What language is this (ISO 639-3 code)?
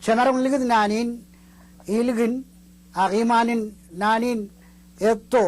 mah